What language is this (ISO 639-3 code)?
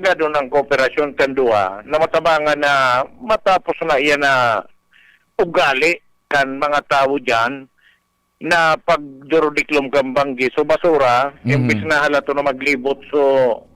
bik